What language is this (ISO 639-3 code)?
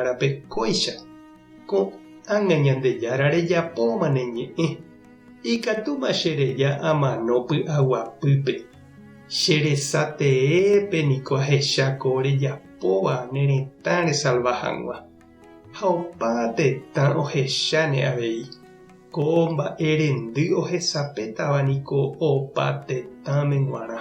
grn